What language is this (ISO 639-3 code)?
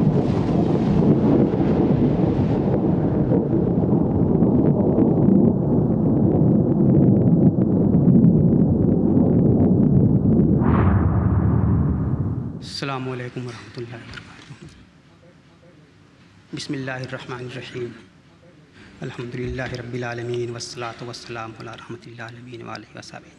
urd